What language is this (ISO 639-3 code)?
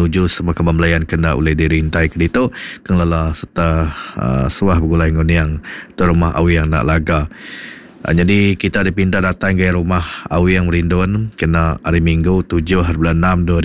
iba